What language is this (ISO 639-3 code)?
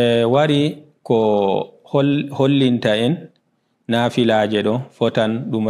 ful